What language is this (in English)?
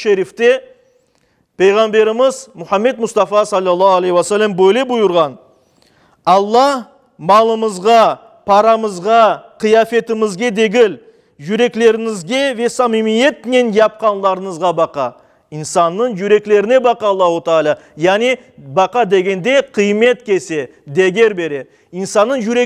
Crimean Tatar